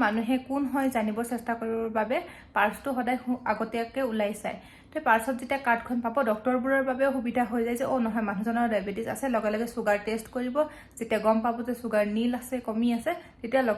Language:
Assamese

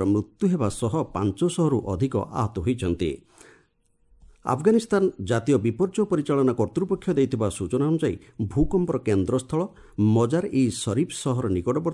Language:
Odia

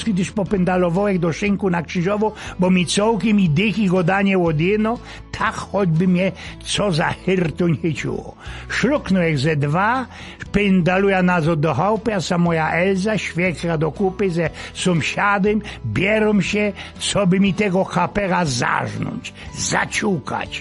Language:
Silesian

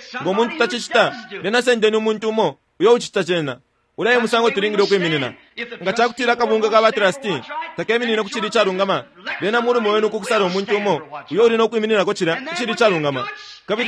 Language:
Bemba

